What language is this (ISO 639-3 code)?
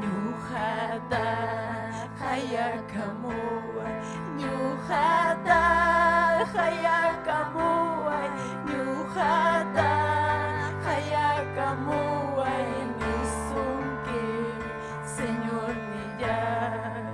quy